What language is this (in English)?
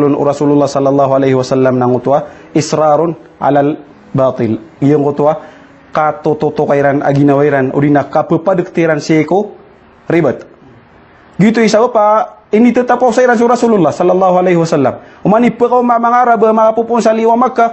Maranao